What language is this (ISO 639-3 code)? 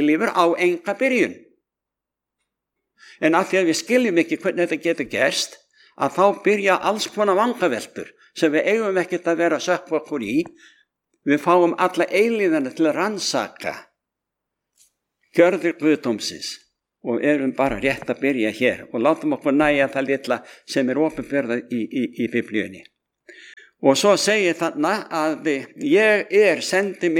isl